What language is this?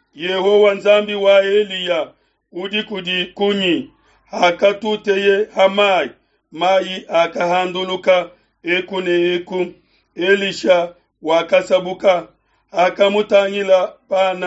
Luba-Lulua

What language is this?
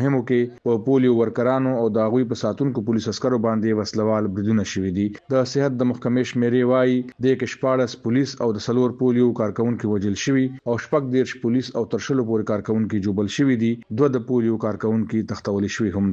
Pashto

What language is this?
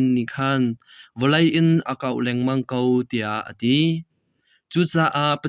Hakha Chin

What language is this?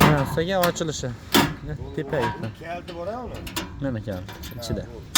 Uzbek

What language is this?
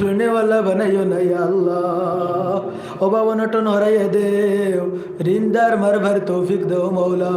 Sylheti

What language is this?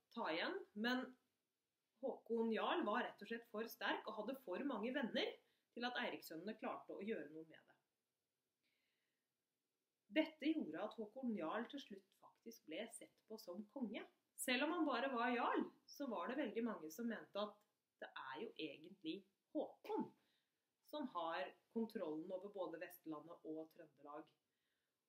Norwegian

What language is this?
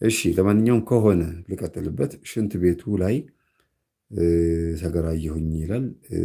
Amharic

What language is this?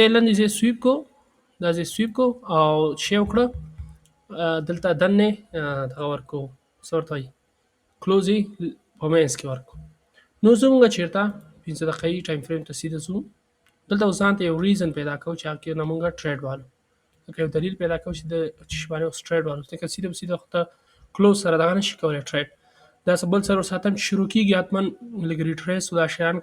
Pashto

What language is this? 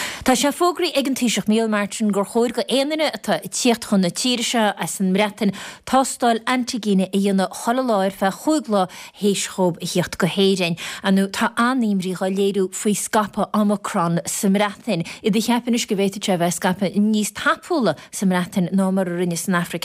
Irish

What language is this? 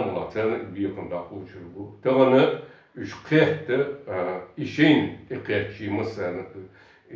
Chechen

